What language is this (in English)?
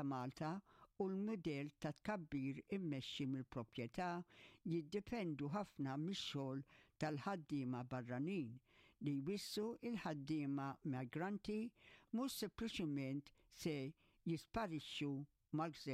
Maltese